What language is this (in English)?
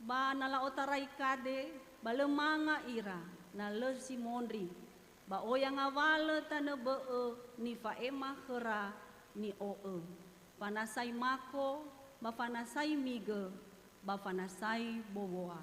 Nias